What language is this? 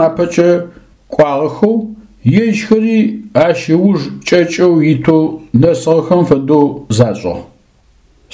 Adyghe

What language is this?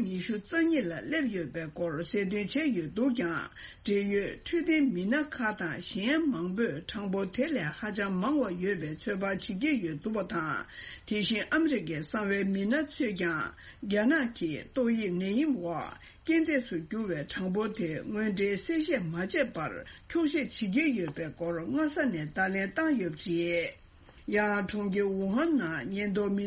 Tibetan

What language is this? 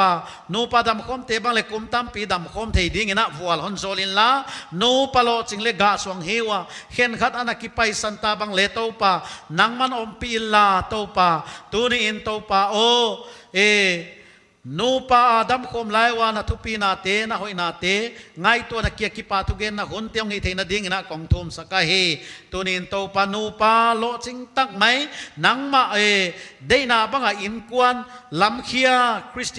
Paite Chin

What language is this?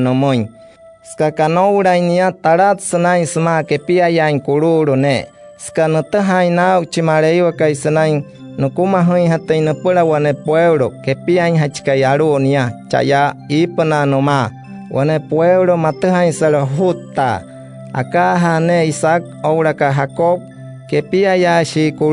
Wayuu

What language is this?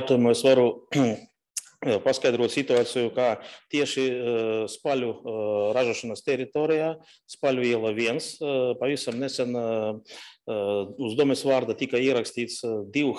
Latvian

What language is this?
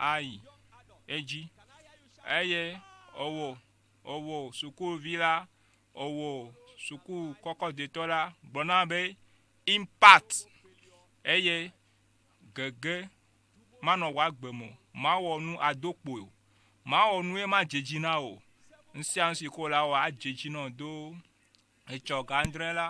Ewe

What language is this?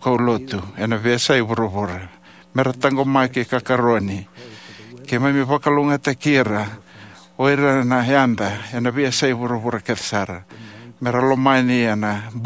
Fijian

